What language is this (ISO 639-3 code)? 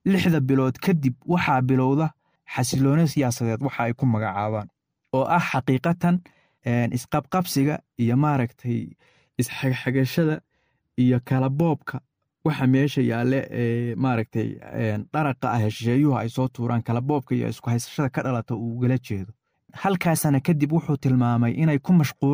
som